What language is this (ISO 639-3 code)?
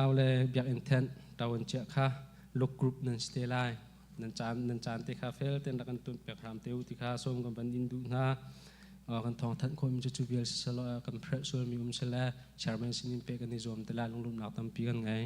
cnh